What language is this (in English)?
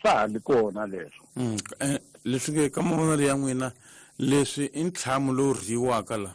Tsonga